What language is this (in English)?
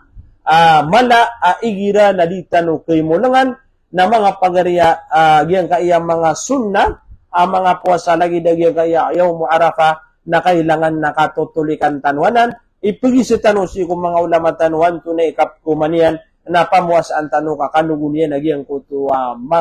Maranao